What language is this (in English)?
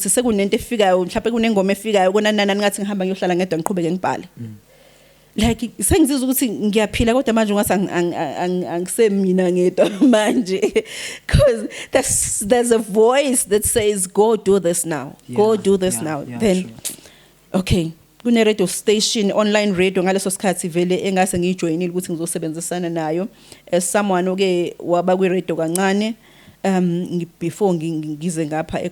Zulu